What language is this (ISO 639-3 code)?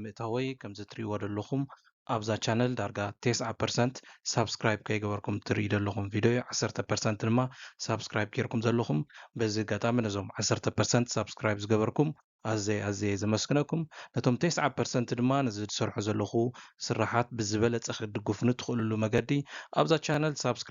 tir